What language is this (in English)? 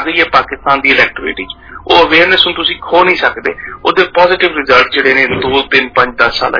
Punjabi